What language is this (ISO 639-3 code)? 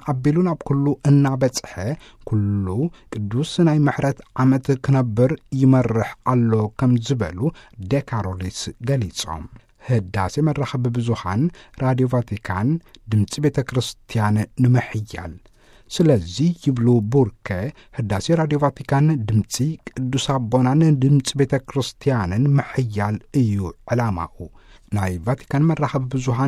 tir